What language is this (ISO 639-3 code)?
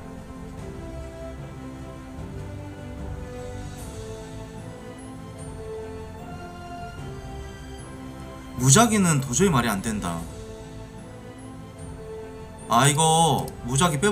kor